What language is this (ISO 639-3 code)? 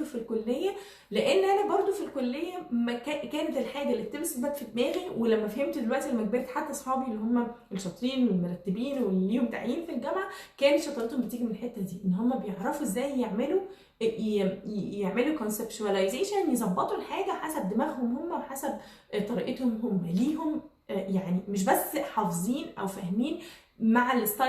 arz